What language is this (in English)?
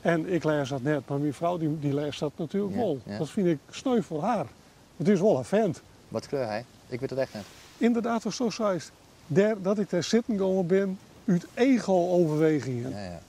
Western Frisian